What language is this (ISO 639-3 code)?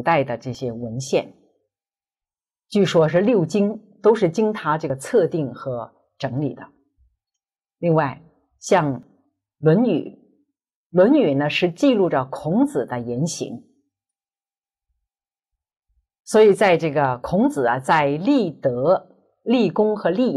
zho